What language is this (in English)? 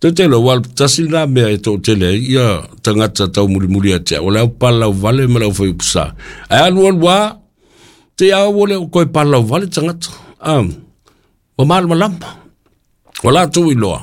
Samoan